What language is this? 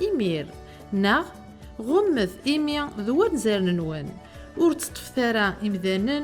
Kabyle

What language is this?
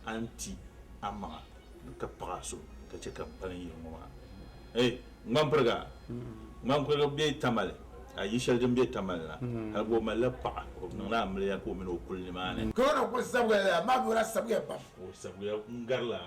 Dagbani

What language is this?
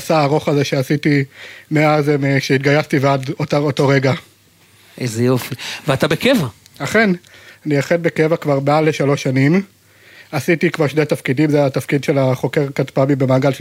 Hebrew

